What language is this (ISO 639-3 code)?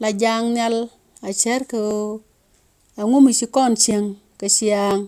nus